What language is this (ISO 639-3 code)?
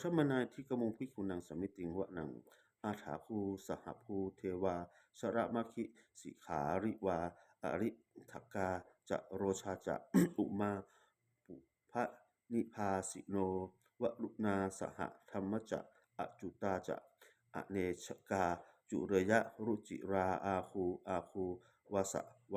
pli